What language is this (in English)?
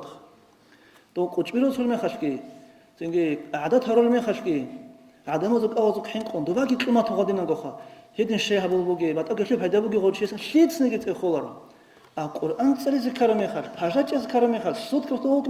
Avaric